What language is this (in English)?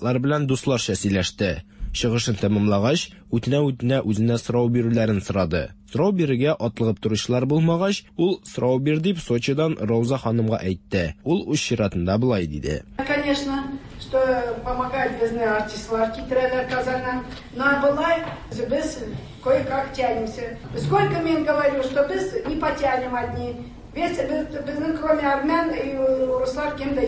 Tatar